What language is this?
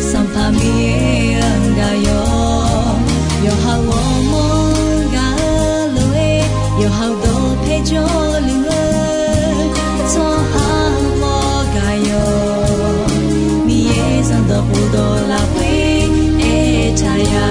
Akha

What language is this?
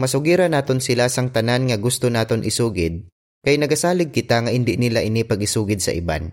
Hiligaynon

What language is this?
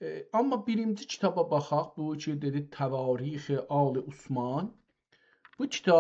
South Azerbaijani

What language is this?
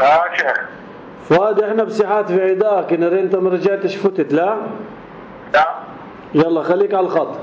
North Levantine Arabic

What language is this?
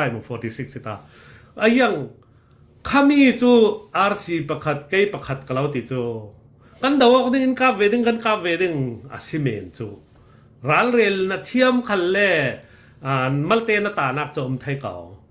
Falam Chin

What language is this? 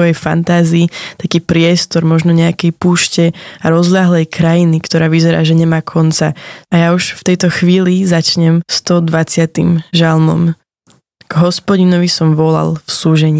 Slovak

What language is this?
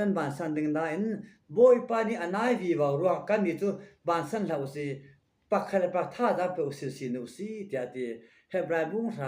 Falam Chin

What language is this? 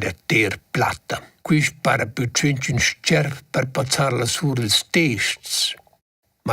Romansh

